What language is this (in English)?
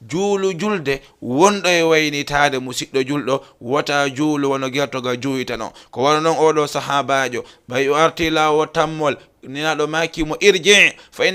Fula